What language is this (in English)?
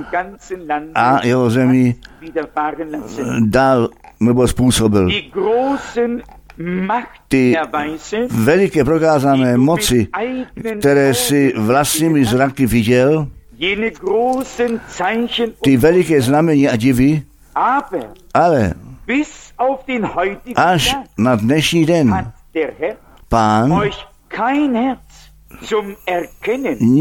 Czech